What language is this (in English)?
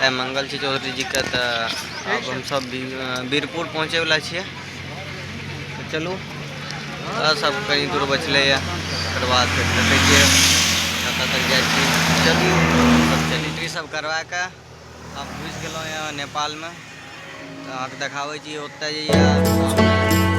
Maithili